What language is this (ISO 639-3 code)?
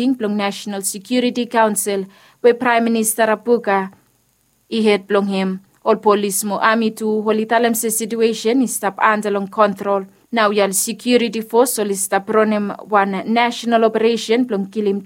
bis